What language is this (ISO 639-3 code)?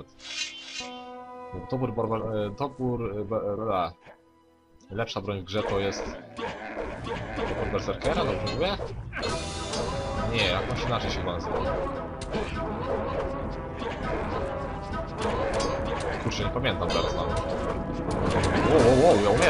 pol